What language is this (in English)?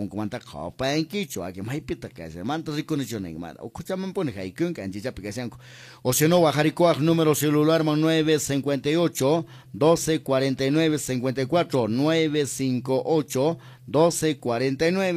Quechua